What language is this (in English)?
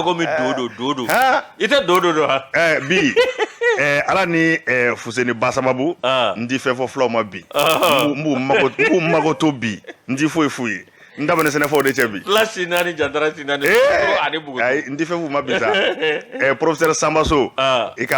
Bambara